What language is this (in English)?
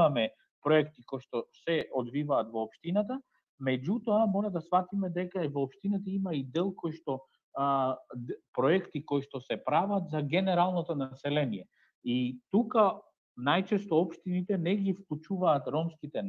Macedonian